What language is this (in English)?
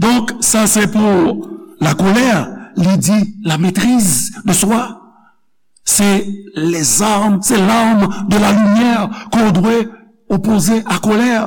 Haitian Creole